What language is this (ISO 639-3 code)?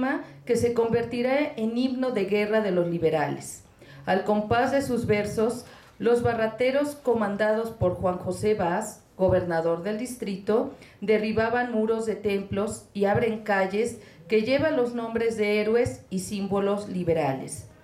spa